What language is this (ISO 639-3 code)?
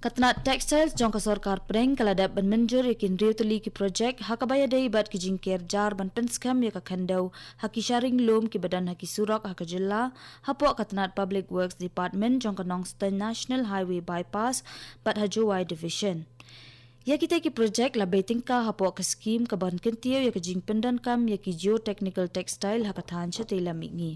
kha